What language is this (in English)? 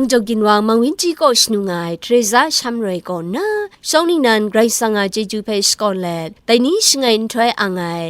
Kachin